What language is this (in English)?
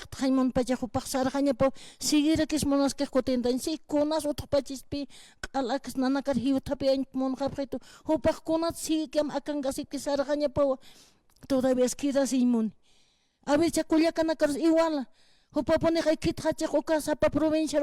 Aymara